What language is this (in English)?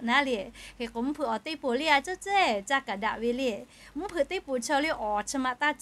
Lahu